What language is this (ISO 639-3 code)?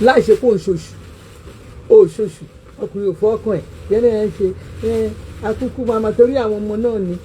yor